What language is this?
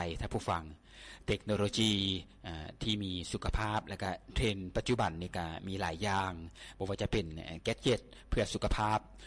Lao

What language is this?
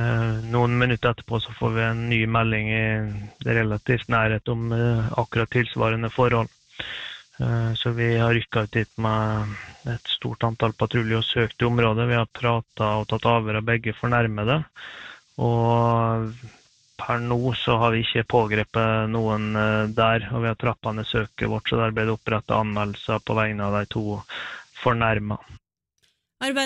Norwegian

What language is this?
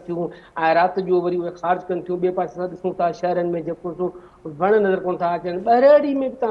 Sindhi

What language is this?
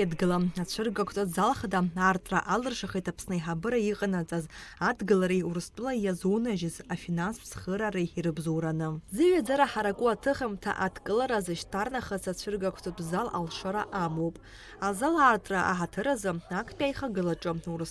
Abkhazian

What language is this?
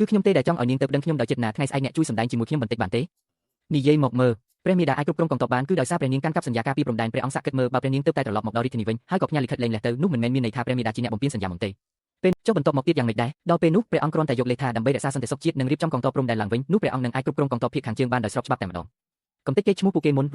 Khmer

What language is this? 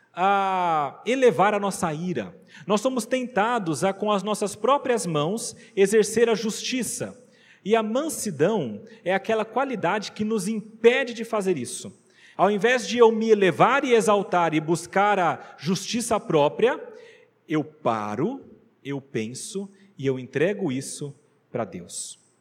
Portuguese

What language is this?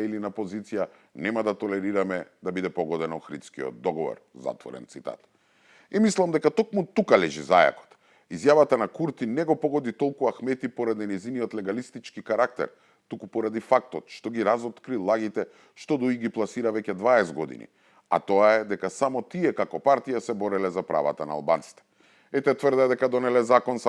Macedonian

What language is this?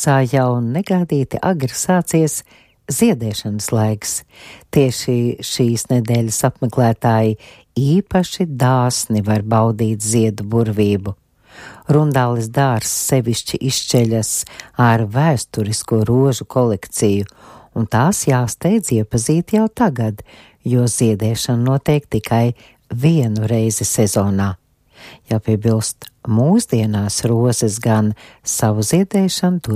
Latvian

